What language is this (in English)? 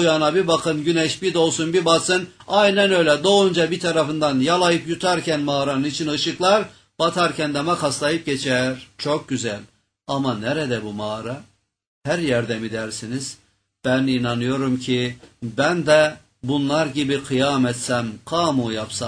Turkish